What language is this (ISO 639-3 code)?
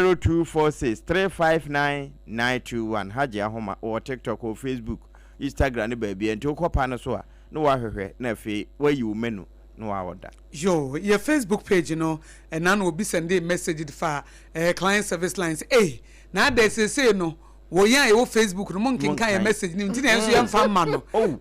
aka